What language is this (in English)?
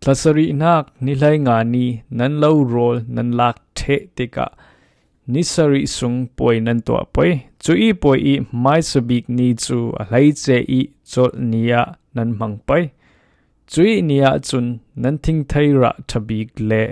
Falam Chin